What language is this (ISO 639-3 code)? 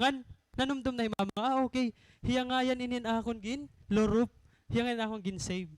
war